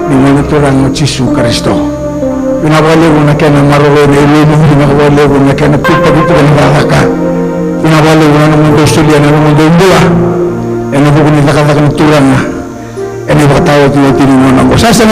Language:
Fijian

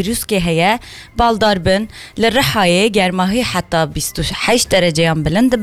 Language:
Kurdish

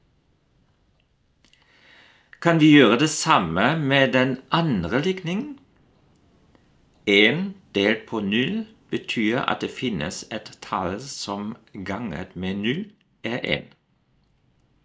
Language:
Norwegian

